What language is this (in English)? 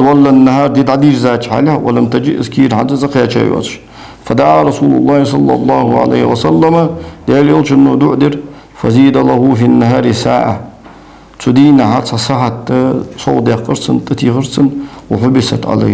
Ingush